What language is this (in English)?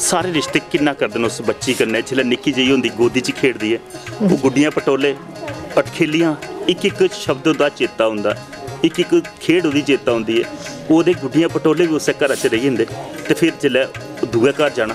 Dogri